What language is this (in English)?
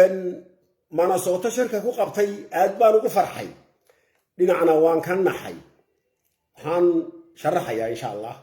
Somali